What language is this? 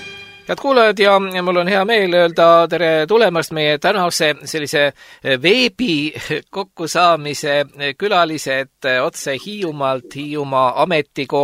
Estonian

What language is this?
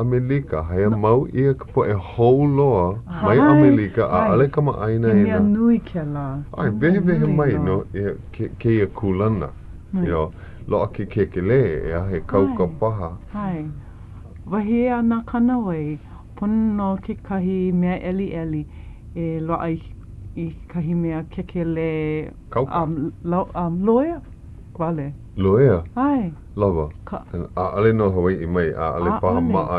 Hawaiian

